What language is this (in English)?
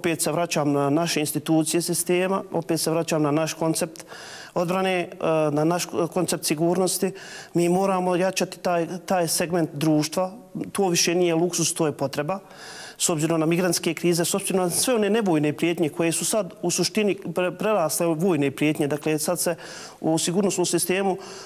Bosnian